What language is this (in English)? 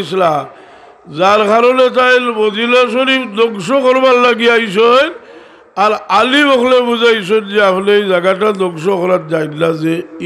Sylheti